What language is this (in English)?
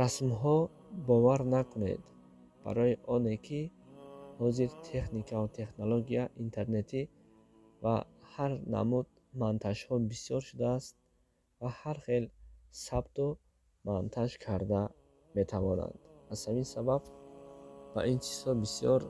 Tajik